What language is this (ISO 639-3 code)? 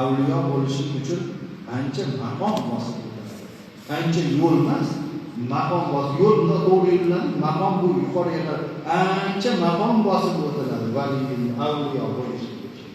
uzb